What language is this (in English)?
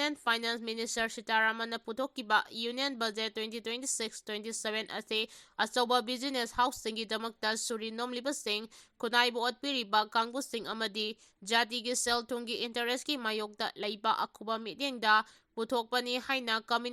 Manipuri